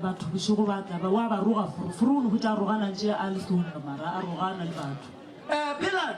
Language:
Northern Sotho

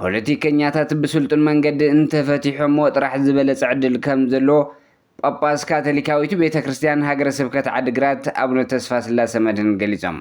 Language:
Tigrinya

